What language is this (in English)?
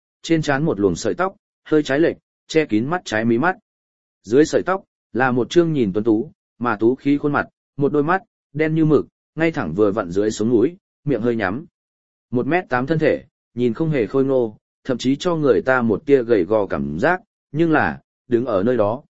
Vietnamese